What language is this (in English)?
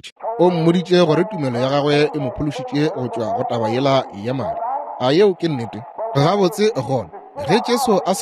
Northern Sotho